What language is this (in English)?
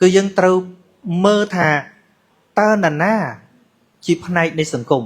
Khmer